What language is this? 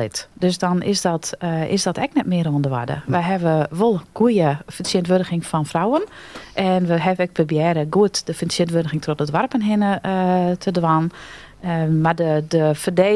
Western Frisian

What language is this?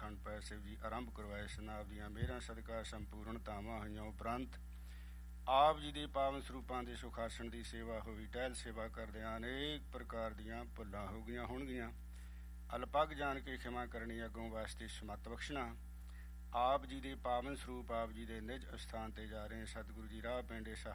Punjabi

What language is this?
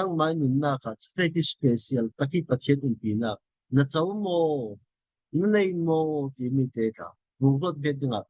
Falam Chin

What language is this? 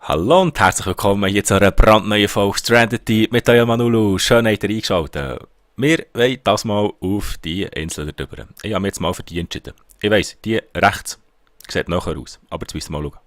Swiss German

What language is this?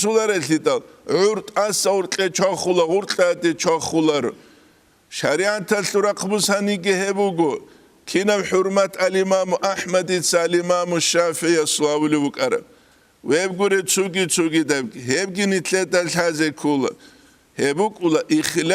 Avaric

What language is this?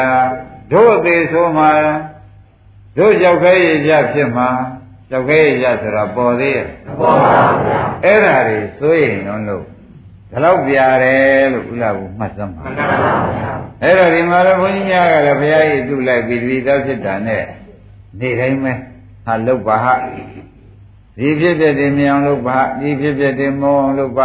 Burmese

